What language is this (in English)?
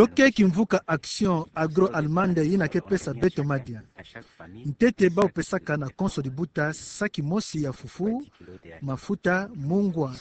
Kituba (Democratic Republic of Congo)